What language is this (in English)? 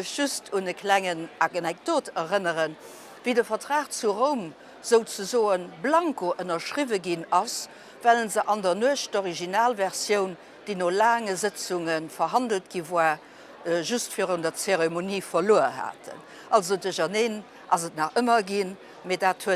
Luxembourgish